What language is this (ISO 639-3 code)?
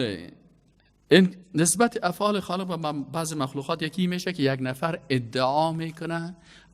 fas